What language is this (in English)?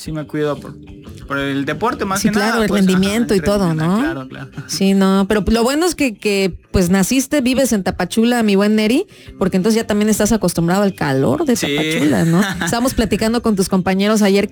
Spanish